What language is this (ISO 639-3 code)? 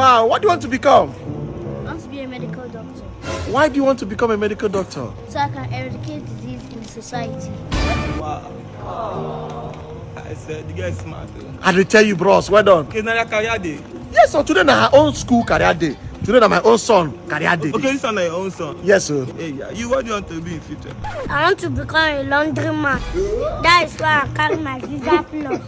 pcm